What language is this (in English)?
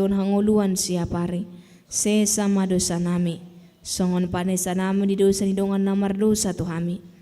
Batak Toba